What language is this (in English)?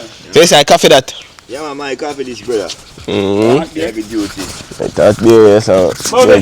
Jamaican Creole English